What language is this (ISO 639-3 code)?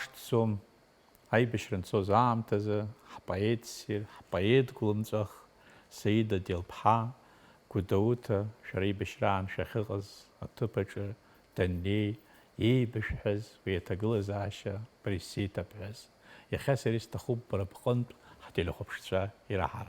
abk